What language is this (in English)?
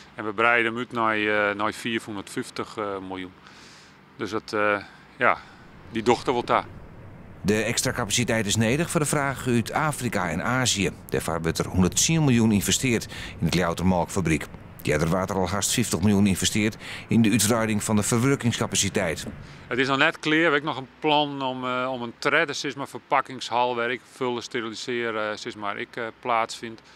Western Frisian